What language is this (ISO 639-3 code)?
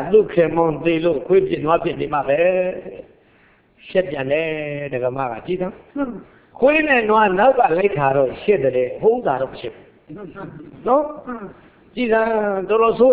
mya